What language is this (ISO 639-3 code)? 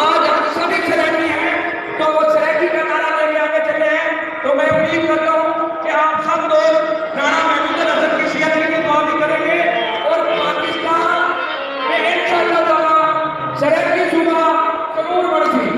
skr